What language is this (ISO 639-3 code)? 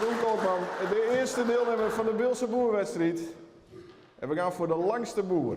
fry